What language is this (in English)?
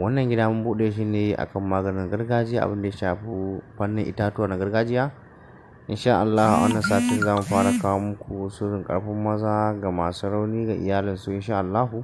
Hausa